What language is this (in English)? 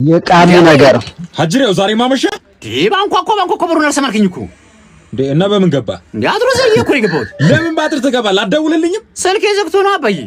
Amharic